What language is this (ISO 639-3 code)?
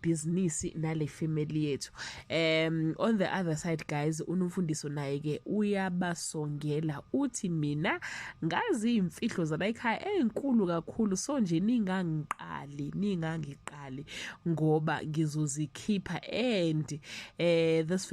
zul